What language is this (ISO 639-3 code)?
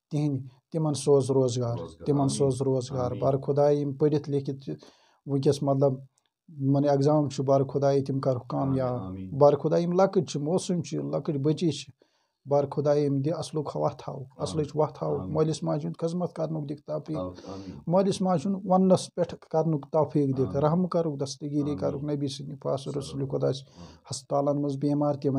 kas